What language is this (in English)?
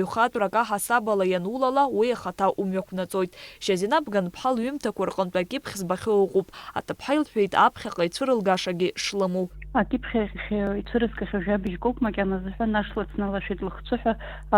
Abkhazian